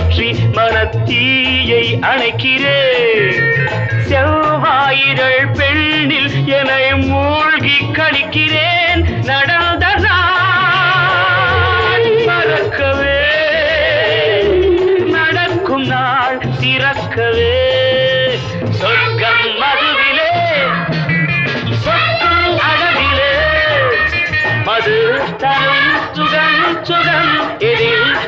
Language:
Tamil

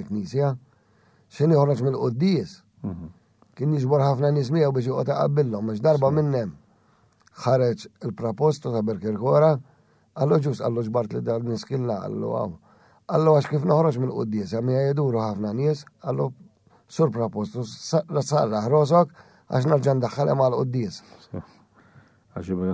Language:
Maltese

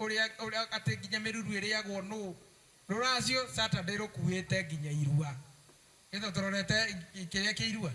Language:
Kikuyu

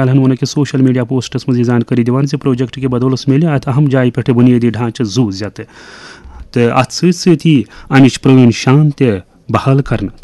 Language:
Kashmiri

